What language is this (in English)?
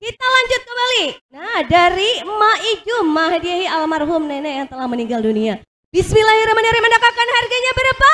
Banjar